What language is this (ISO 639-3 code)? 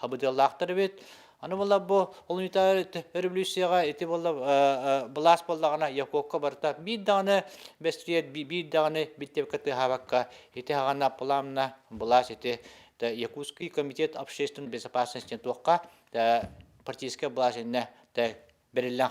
sah